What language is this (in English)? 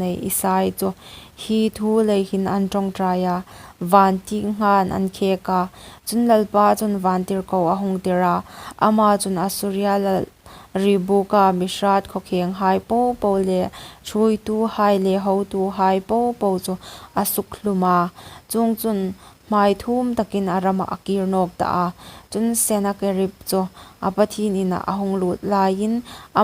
Hmar